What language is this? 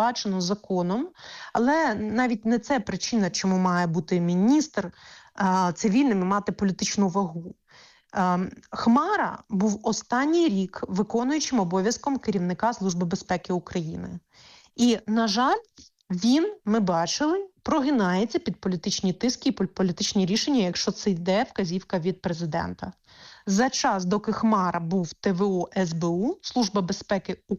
Ukrainian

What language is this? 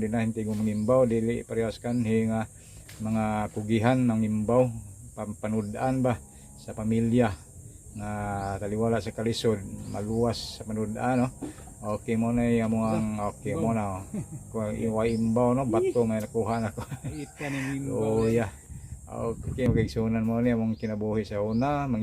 Cebuano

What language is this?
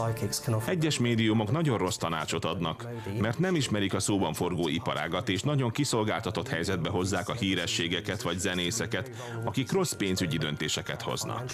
Hungarian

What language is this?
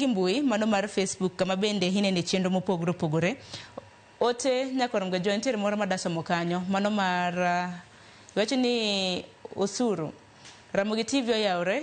Luo (Kenya and Tanzania)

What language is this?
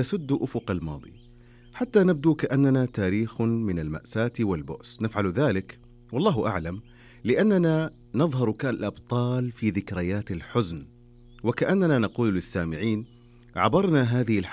Arabic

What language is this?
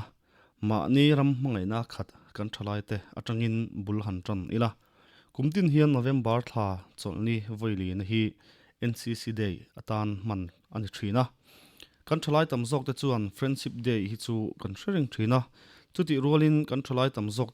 Mizo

